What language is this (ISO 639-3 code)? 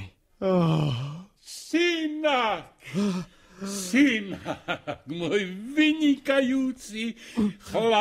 slk